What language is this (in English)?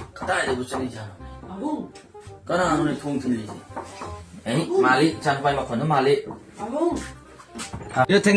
Manipuri